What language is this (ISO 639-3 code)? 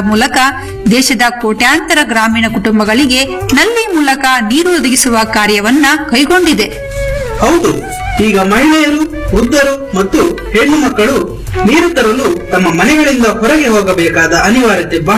kan